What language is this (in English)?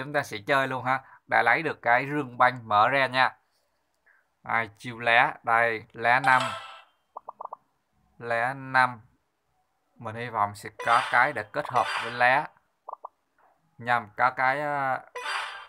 Vietnamese